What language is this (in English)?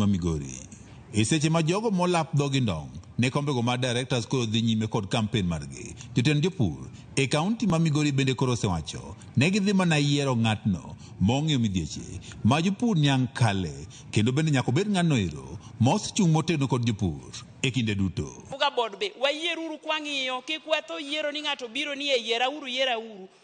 Luo (Kenya and Tanzania)